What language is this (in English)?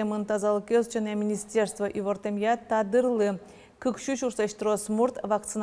Udmurt